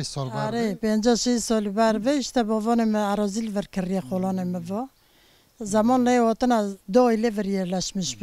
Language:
Kurdish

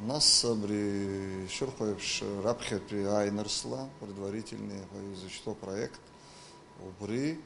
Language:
Abkhazian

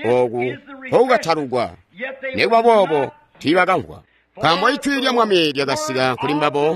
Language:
Tonga (Zambia)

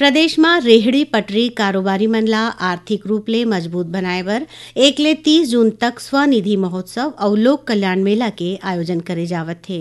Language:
Chhattisgarhi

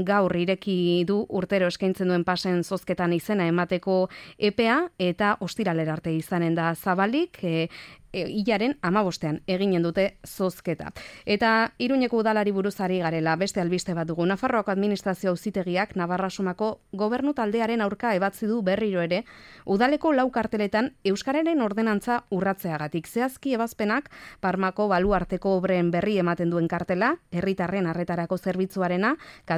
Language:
Basque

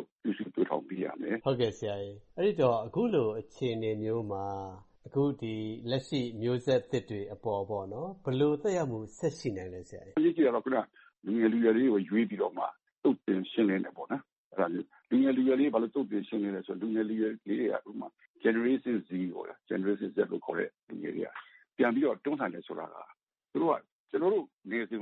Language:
Burmese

